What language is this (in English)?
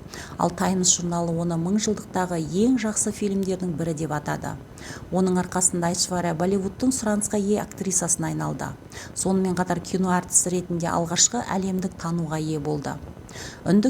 Kazakh